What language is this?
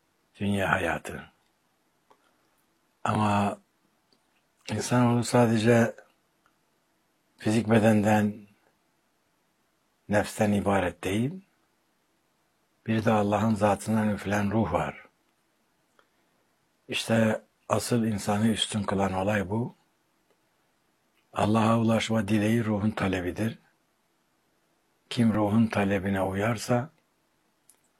Turkish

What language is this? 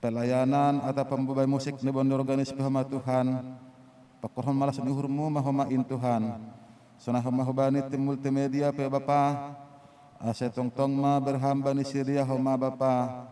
Batak Simalungun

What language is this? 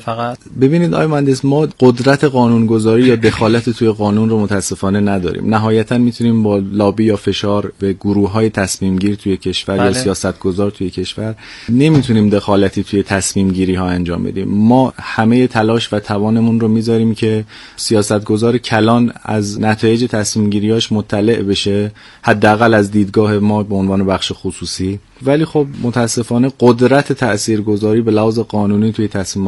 Persian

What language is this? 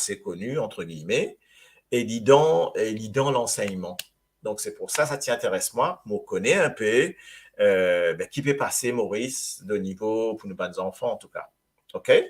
Morisyen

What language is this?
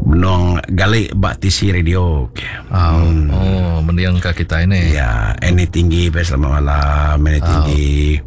Iban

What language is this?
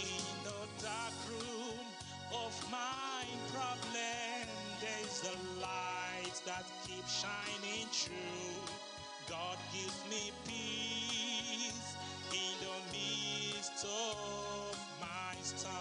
Ewe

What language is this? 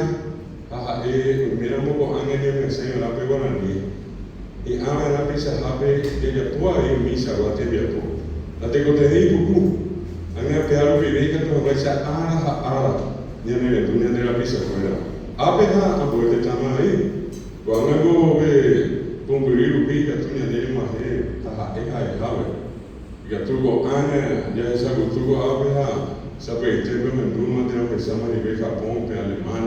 Guarani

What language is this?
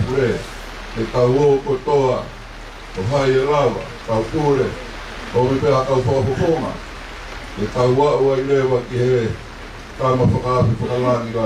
Tongan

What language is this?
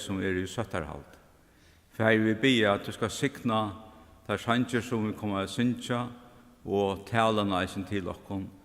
Faroese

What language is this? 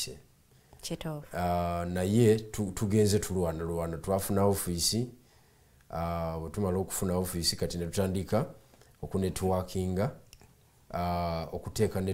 Ganda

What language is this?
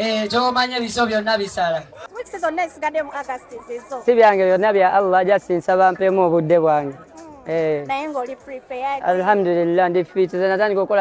Ganda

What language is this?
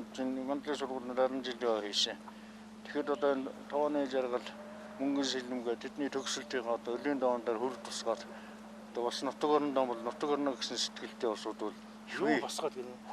Mongolian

